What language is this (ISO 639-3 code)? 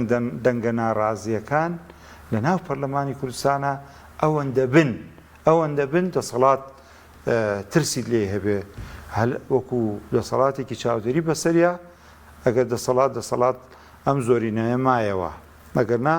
ckb